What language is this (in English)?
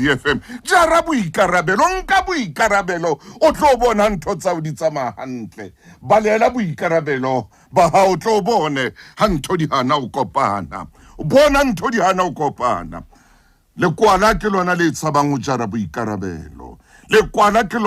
Southern Sotho